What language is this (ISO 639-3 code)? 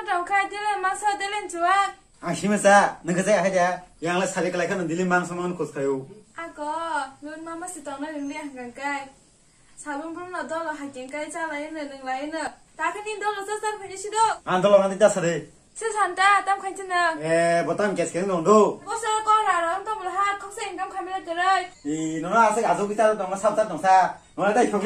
trp